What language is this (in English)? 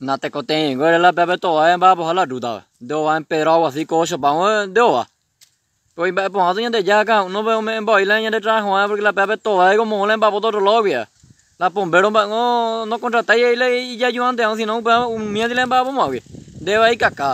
Guarani